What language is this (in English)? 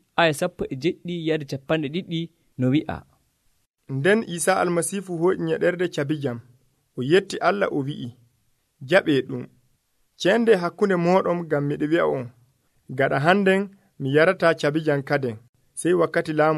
Nigerian Fulfulde